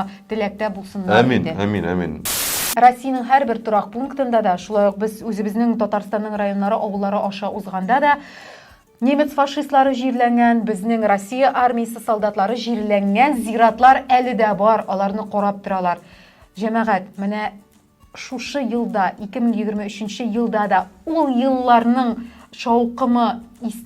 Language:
Tatar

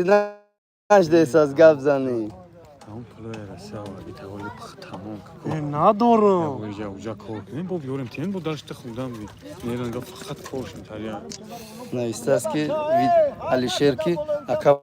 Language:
Tajik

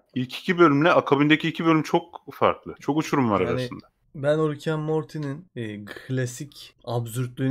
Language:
Turkish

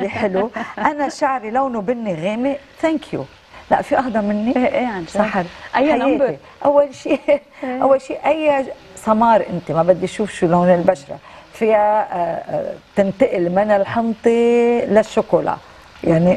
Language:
North Levantine Arabic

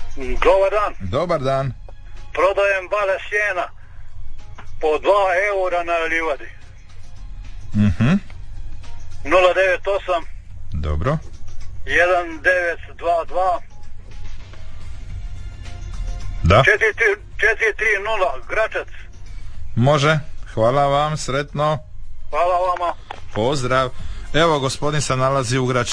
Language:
Croatian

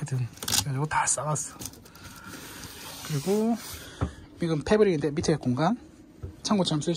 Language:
Korean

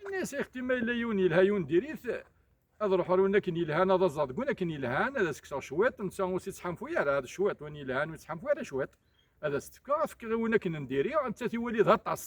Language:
Kabyle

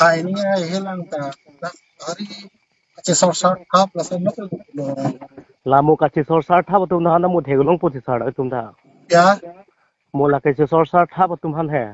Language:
Karbi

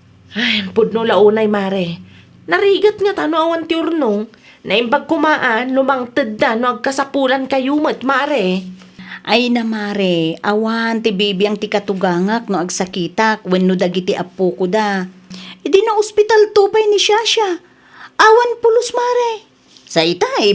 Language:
Iloko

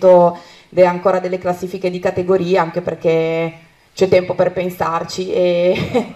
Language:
Italian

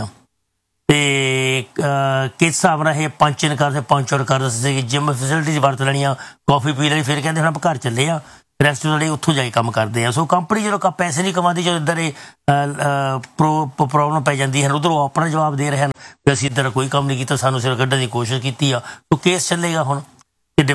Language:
Punjabi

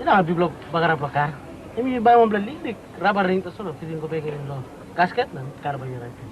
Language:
Tok Pisin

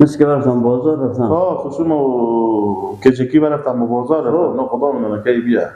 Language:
Persian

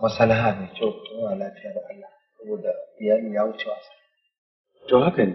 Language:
Hausa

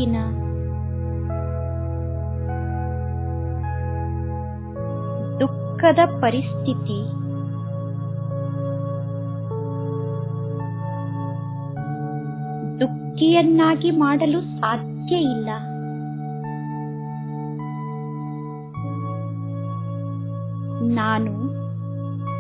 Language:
Kannada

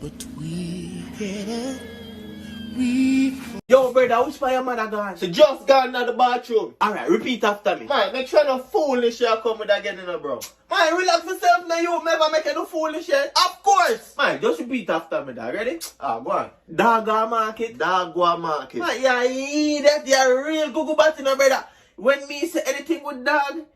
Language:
Jamaican Creole English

